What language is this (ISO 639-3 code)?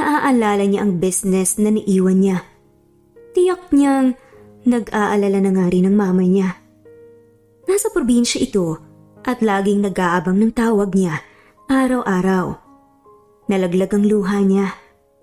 fil